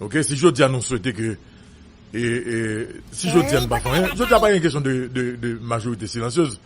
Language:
Haitian Creole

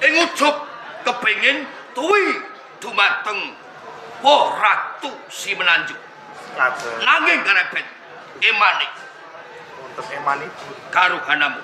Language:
Javanese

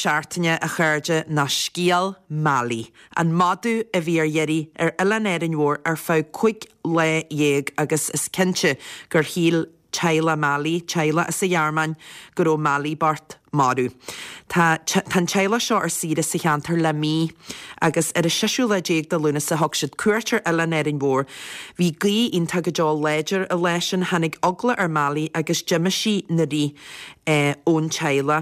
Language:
Irish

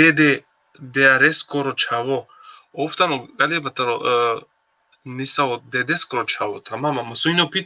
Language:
Balkan Romani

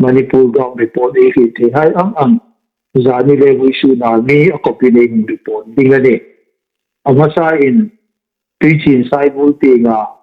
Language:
Hmar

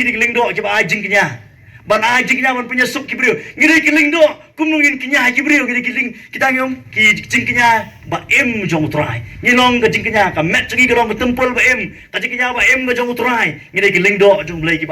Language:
Khasi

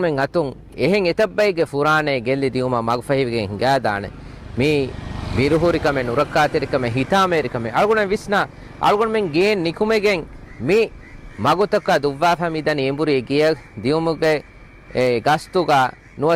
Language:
Divehi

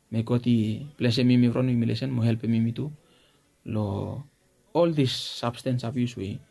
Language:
Bislama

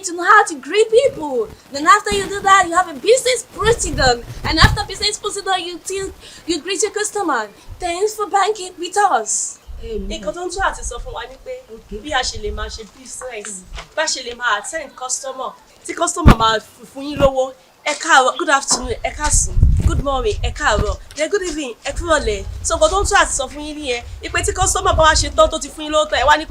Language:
Yoruba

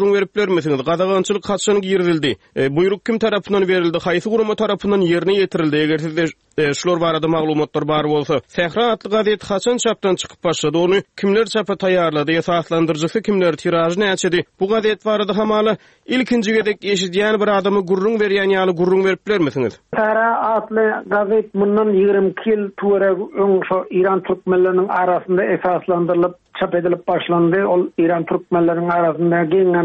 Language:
Turkmen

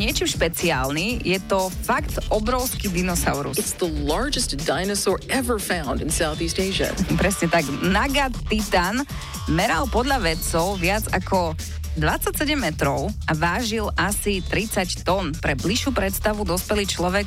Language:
Slovak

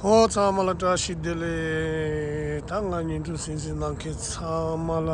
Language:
Tibetan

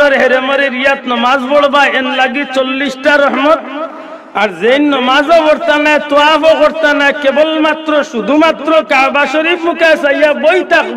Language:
Sylheti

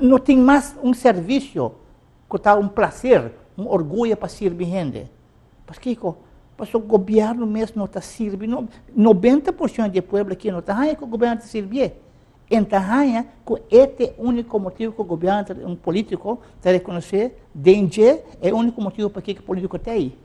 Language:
Papiamento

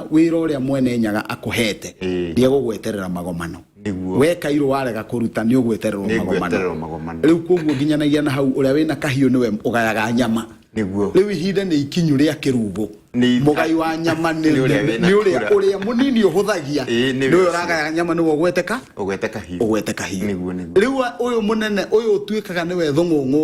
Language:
Kikuyu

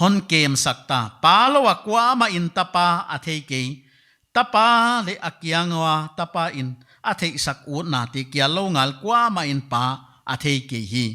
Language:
Paite Chin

